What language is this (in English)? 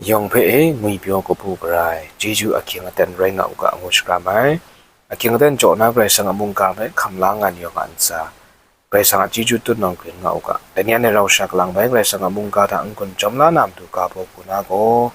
Kachin